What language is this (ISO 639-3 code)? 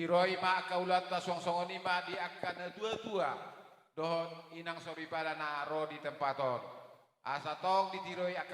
bbc